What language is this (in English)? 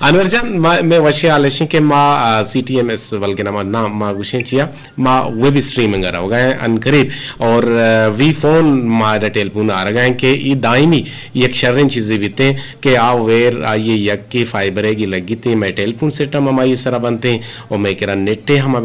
Eastern Balochi